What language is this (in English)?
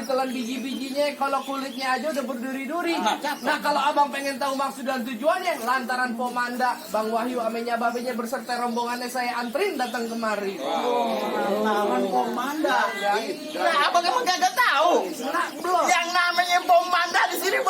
Betawi